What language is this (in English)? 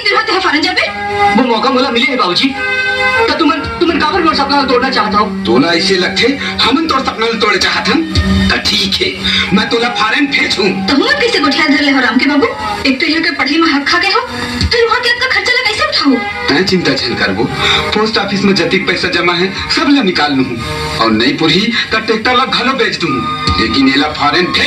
Chhattisgarhi